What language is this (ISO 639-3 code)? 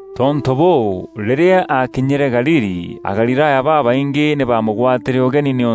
mer